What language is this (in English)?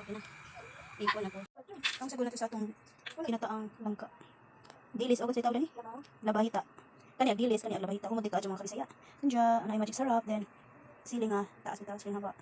Cebuano